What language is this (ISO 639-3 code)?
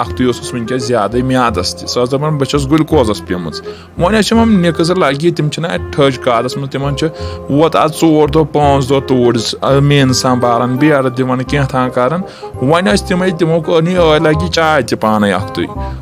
kas